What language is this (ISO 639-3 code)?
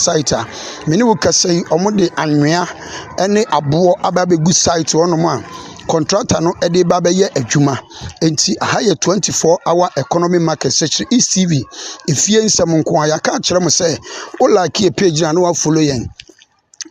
aka